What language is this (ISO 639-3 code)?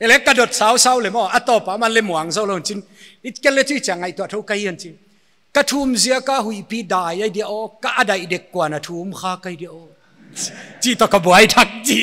pck